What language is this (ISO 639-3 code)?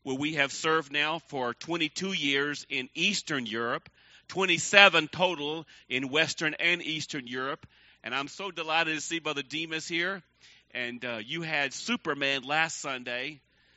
eng